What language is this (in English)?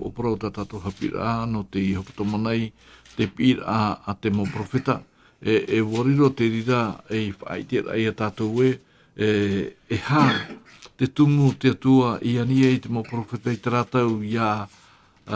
Tahitian